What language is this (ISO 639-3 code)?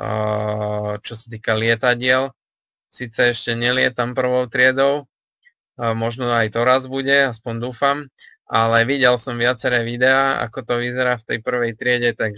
slk